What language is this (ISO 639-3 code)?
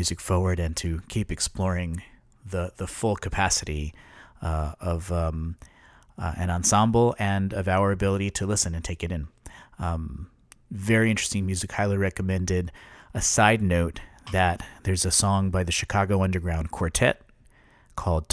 eng